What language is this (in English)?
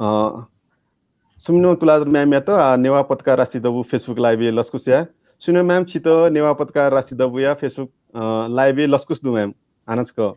Newari